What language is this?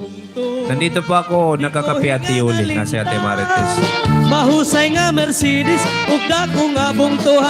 Waray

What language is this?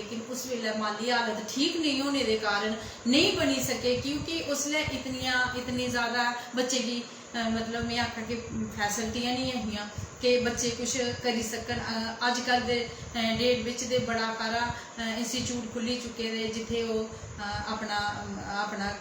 Dogri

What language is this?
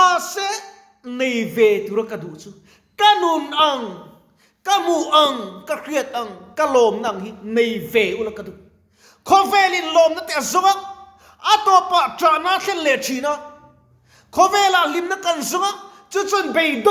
Mizo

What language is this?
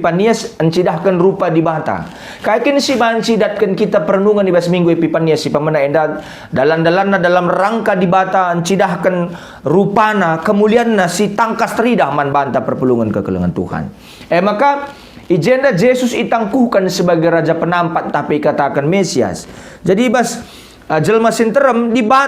Batak Karo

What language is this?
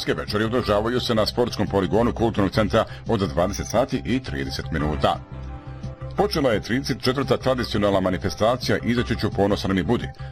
Bosnian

